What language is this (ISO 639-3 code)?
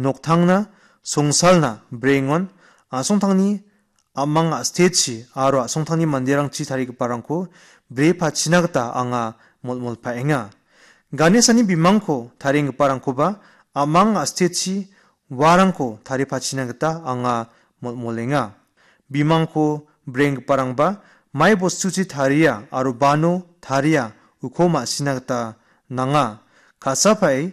grt